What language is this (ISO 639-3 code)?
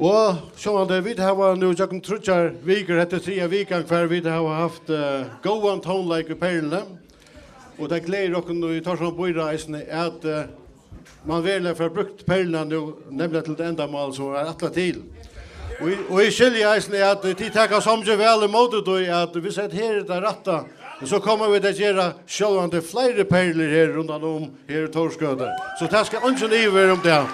fao